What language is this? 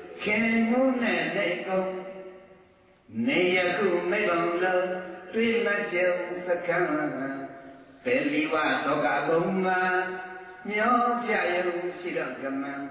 Burmese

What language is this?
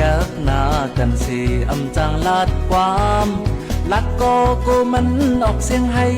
Shan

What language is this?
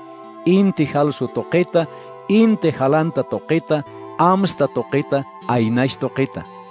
Aymara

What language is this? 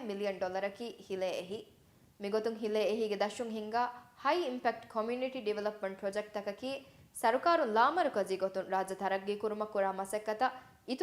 Divehi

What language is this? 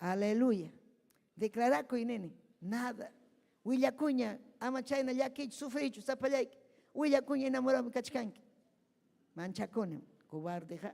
Ayacucho Quechua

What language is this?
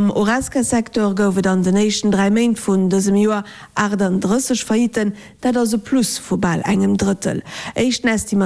Luxembourgish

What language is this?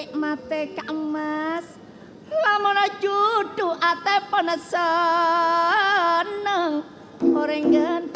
Madurese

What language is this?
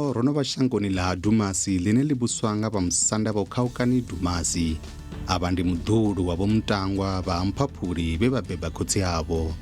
Venda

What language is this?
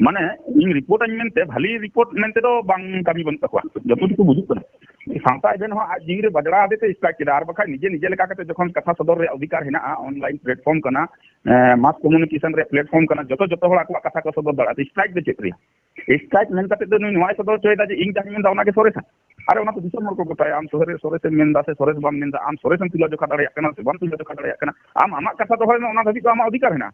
Santali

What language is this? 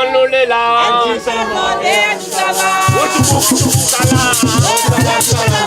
Réunion Creole French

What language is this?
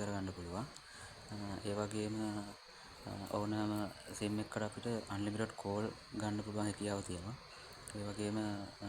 Sinhala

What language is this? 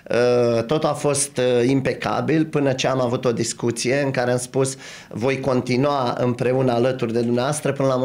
Romanian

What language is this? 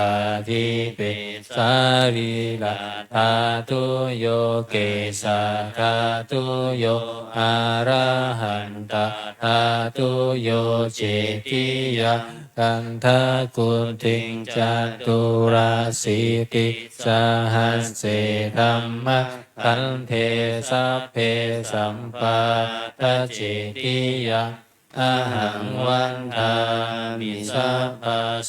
Pali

